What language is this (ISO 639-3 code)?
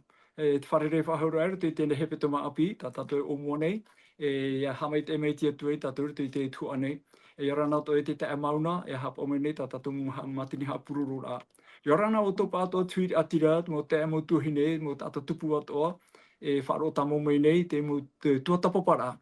tah